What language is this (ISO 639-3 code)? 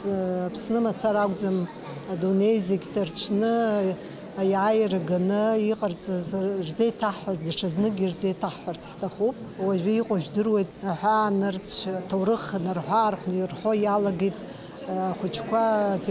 abk